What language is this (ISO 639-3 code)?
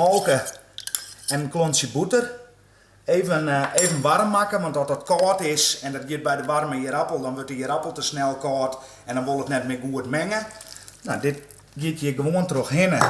fry